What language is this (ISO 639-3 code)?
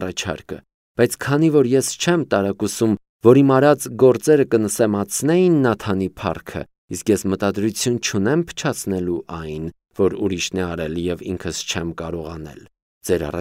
hye